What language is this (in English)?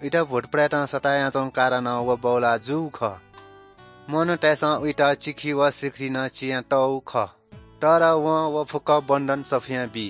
Newari